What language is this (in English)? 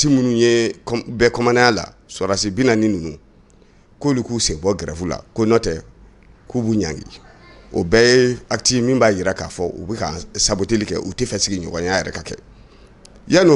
Bambara